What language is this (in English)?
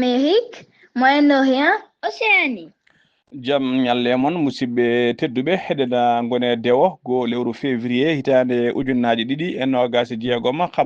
Fula